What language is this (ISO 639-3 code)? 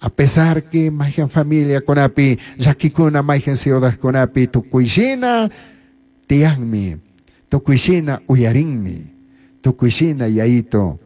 qug